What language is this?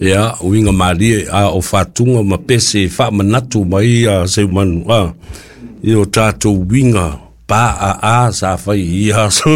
Samoan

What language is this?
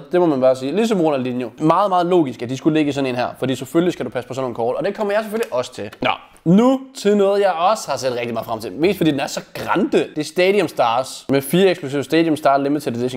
Danish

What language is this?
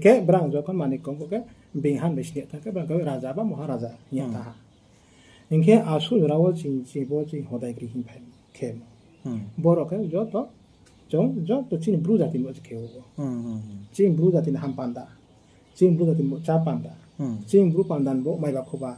Riang (India)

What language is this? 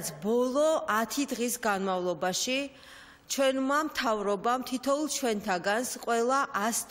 Georgian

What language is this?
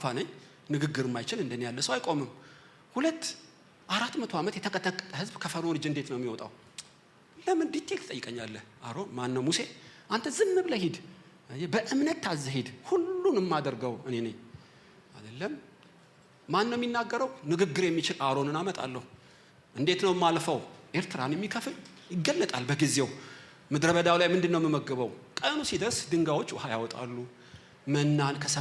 Amharic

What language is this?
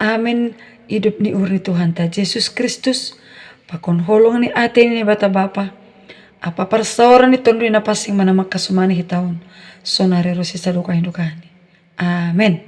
Batak Simalungun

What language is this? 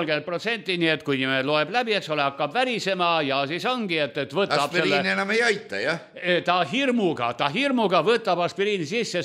Estonian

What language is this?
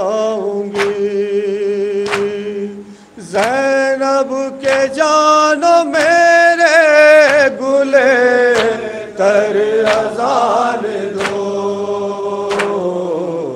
Urdu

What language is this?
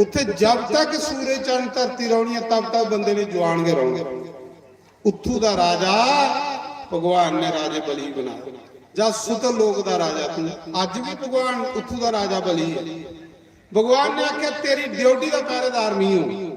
Dogri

